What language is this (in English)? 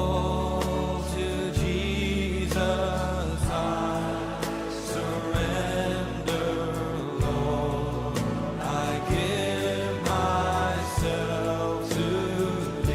Papiamento